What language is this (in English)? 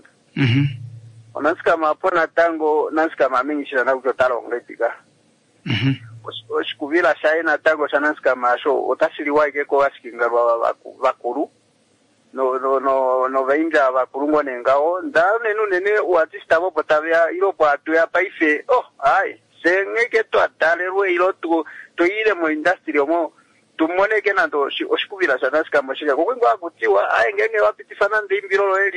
Kuanyama